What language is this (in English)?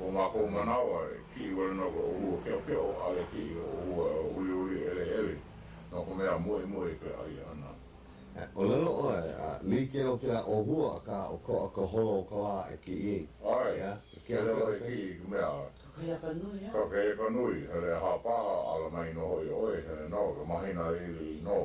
Hawaiian